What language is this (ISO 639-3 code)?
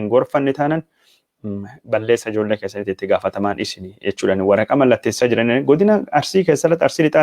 orm